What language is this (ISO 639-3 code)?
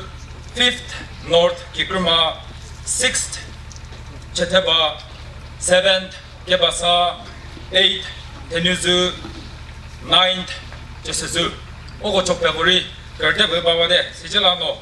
nri